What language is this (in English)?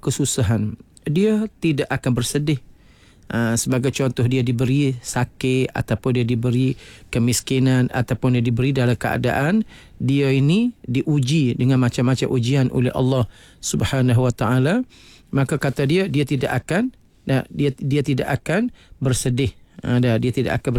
Malay